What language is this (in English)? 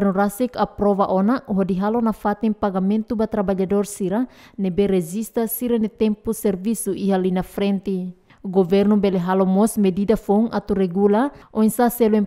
Tetum